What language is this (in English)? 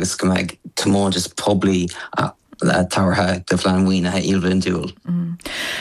Irish